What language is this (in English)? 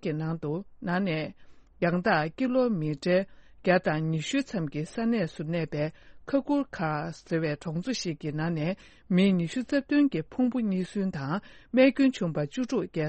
Tibetan